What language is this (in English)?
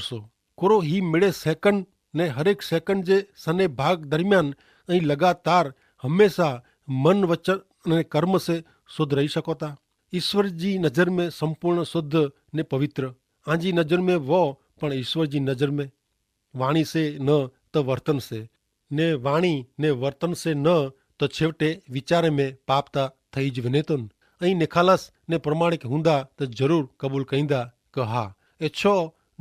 Kachhi